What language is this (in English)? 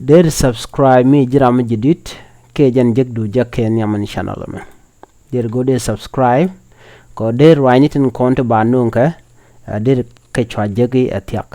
Nuer